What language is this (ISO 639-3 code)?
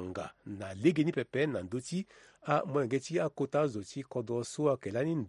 sag